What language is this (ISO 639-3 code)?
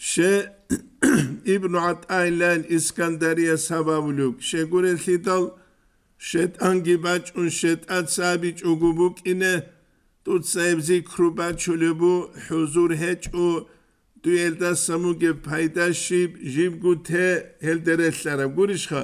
ava